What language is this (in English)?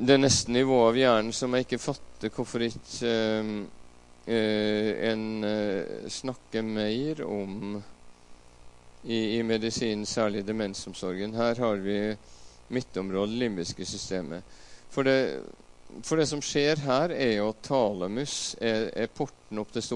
Norwegian